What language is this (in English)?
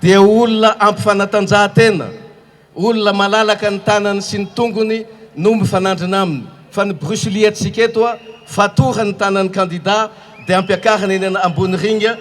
Malagasy